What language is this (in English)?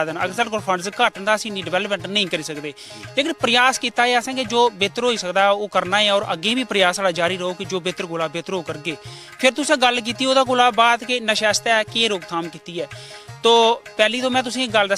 Dogri